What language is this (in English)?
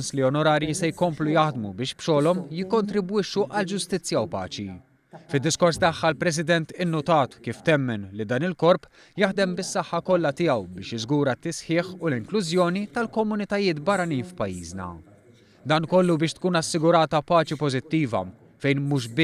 Maltese